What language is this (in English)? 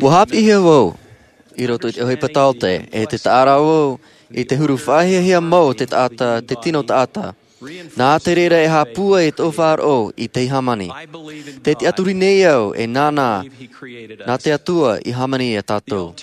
Tahitian